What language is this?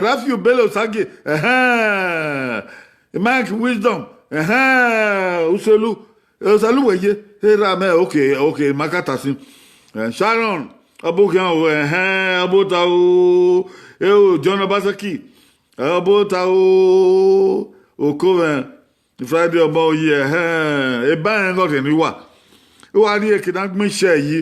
Bini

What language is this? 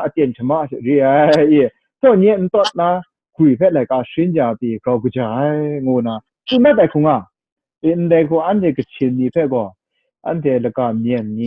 Kachin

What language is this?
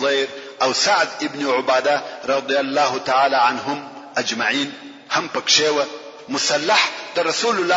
Pashto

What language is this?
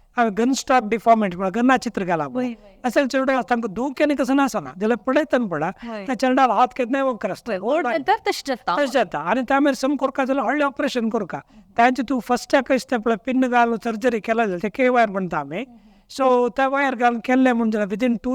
Konkani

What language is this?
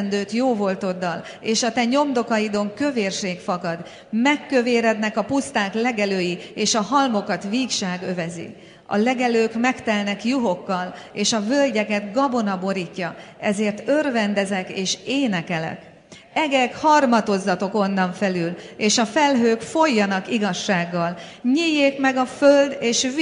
Hungarian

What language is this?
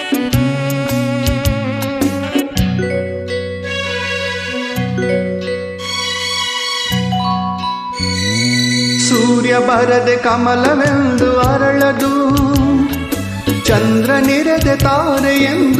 Kannada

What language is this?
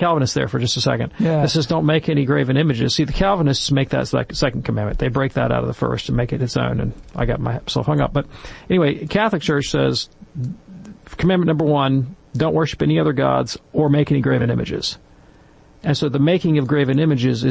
English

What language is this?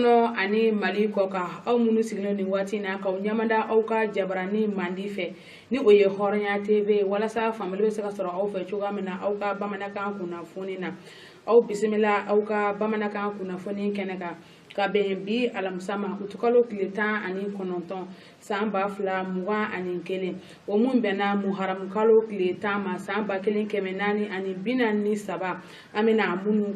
Bambara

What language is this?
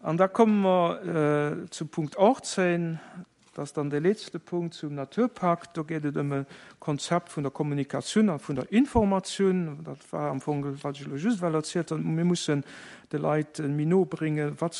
Luxembourgish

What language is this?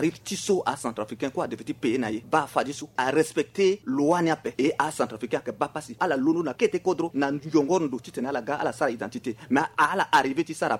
Sango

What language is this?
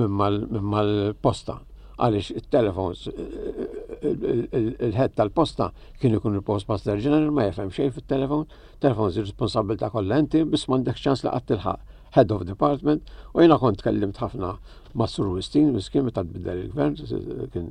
Maltese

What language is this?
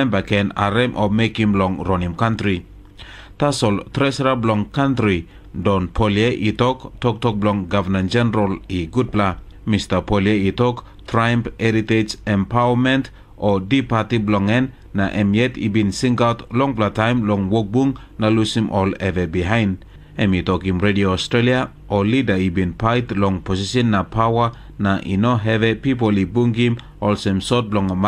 Tok Pisin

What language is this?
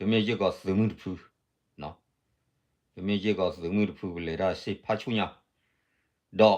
S'gaw Karen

